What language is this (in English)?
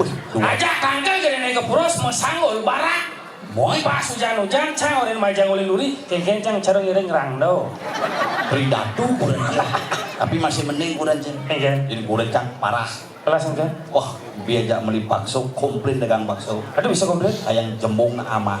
Balinese